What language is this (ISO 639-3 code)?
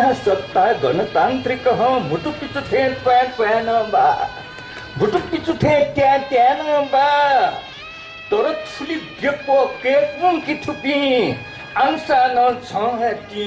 new